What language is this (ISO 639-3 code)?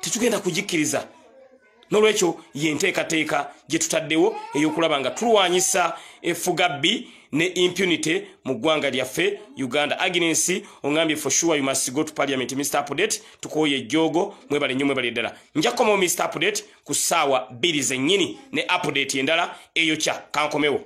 lug